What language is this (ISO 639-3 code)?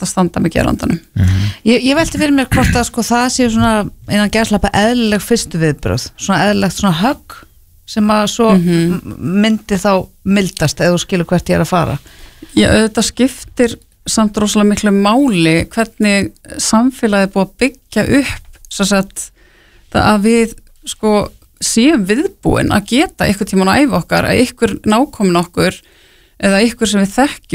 isl